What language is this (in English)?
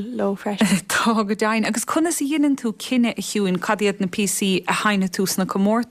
Irish